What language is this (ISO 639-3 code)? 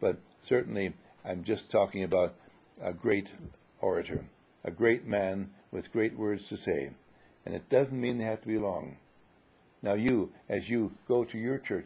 eng